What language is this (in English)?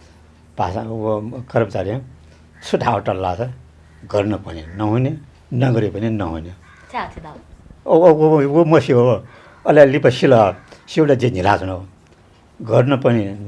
Newari